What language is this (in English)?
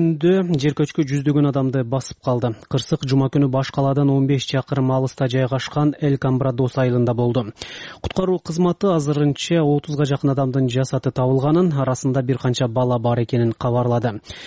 Kyrgyz